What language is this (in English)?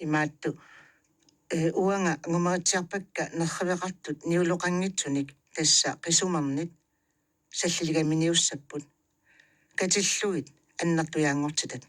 Kalaallisut